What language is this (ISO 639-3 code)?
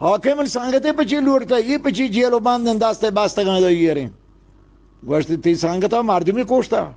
bgp